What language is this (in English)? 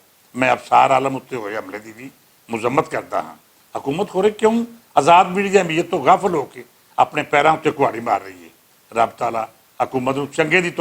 Western Panjabi